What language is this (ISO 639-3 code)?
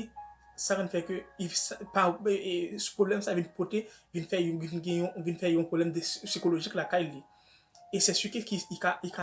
hat